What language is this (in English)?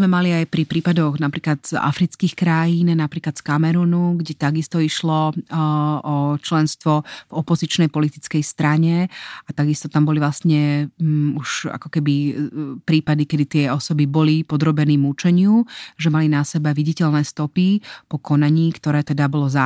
Slovak